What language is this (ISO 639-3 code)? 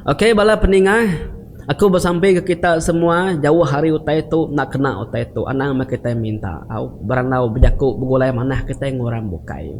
iba